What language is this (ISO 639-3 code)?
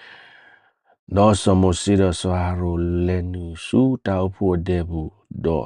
ksw